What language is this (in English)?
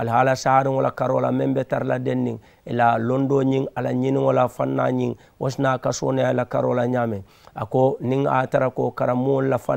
Mandingo